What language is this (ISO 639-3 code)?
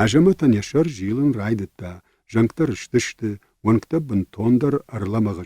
oss